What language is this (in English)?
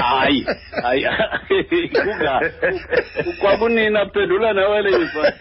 Xhosa